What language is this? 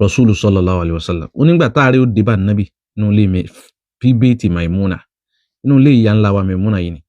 Yoruba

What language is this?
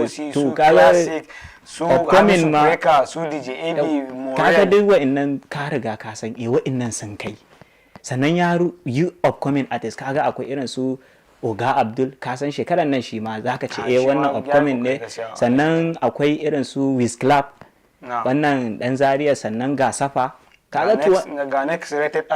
Hausa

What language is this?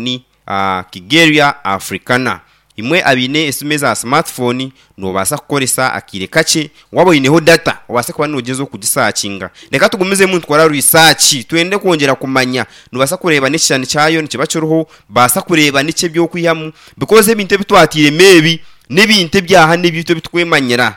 Nyankole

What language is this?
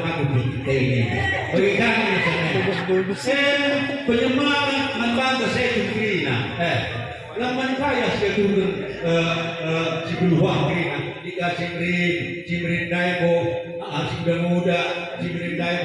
Batak Karo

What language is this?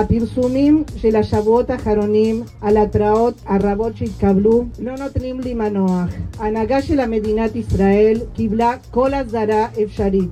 Hebrew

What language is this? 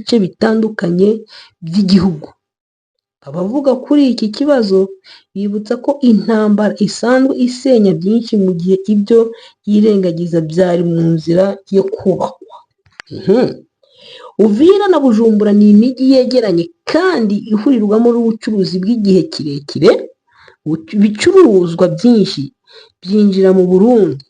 Kinyarwanda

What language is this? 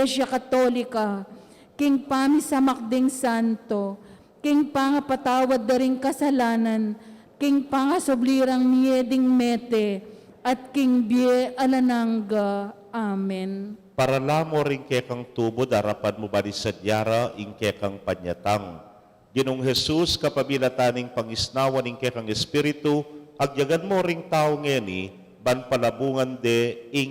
Pampanga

